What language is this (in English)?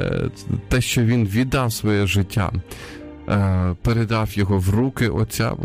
Ukrainian